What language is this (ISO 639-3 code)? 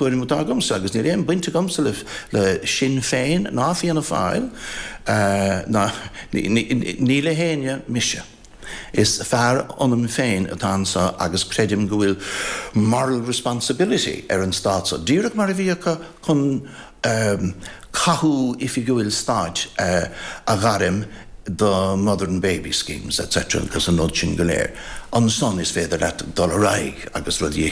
gle